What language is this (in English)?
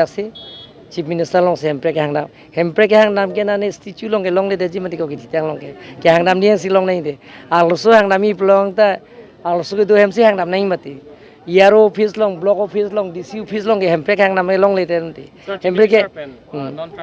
Karbi